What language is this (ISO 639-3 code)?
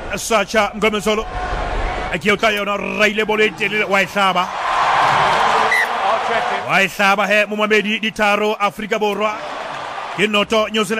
sot